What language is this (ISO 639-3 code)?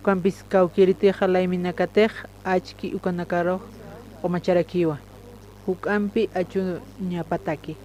aym